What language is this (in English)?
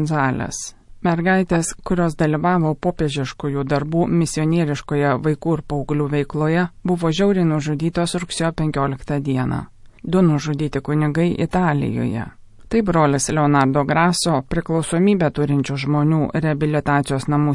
Lithuanian